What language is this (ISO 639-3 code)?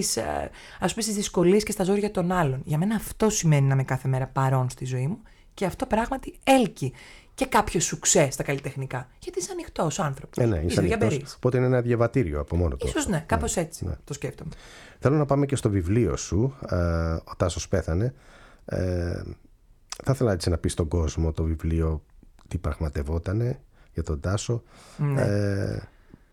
ell